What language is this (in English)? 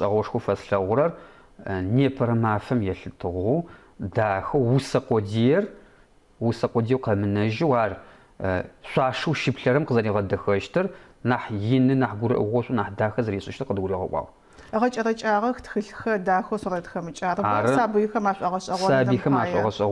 Adyghe